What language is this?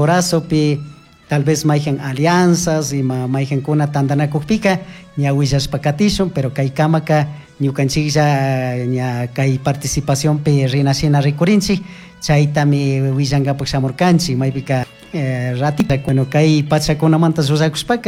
Chimborazo Highland Quichua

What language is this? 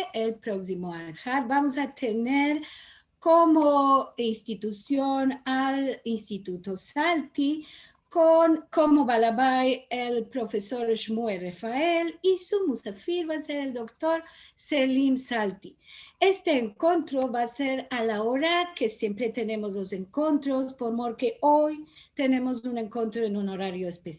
Ladino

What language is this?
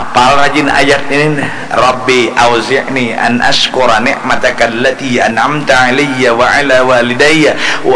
Banjar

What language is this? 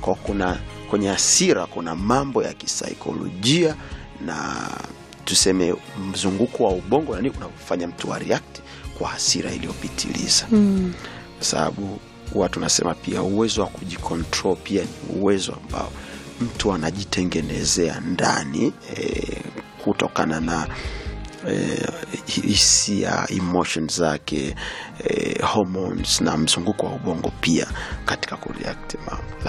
Swahili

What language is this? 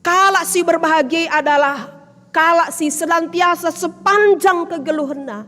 Batak Karo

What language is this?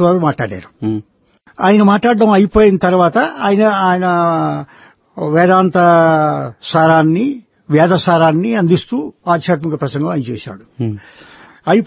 Telugu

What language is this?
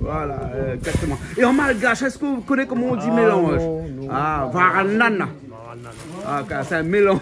Réunion Creole French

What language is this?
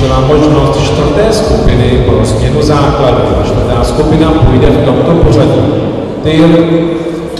Czech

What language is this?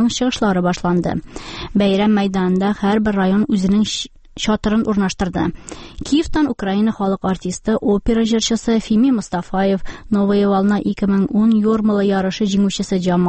Tatar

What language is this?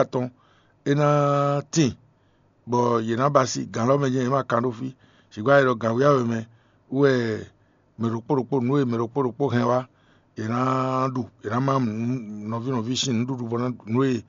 Fon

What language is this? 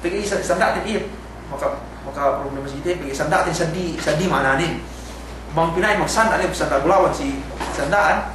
Yakan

